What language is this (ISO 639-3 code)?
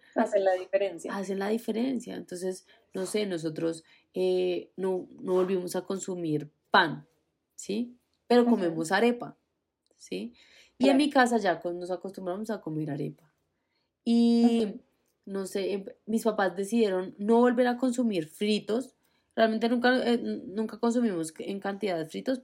spa